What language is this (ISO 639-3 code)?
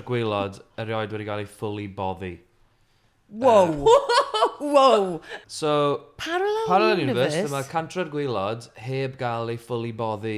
cym